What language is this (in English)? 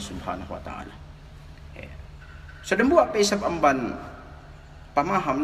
Yakan